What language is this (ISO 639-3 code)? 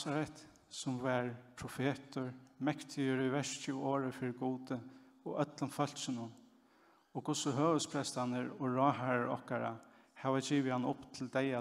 fao